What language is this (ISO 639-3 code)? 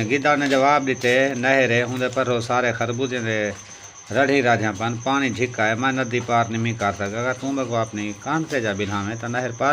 skr